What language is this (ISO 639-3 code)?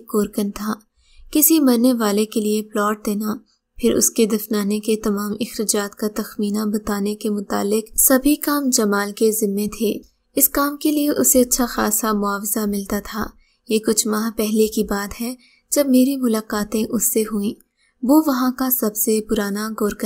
urd